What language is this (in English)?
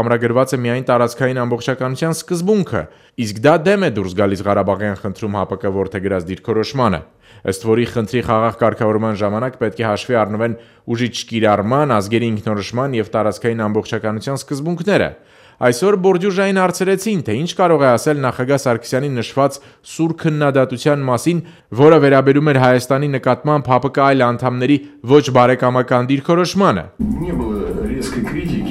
Armenian